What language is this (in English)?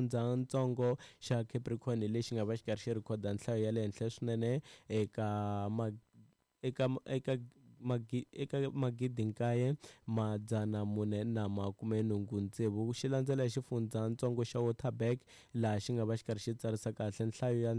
Tsonga